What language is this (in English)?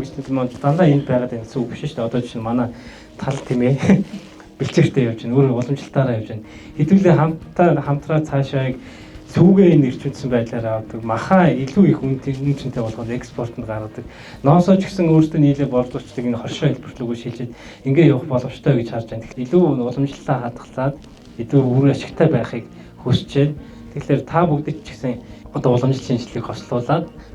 Mongolian